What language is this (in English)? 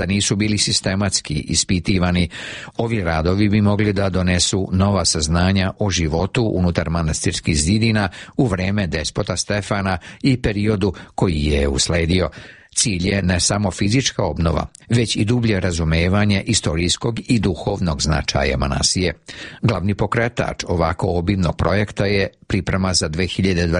Serbian